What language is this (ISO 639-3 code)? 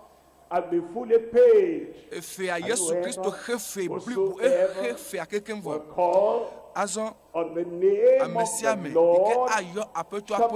ewe